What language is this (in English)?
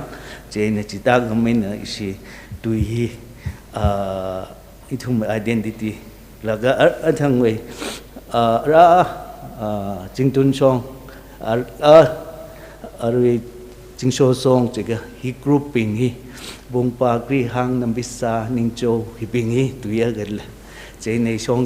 Tangkhul Naga (India)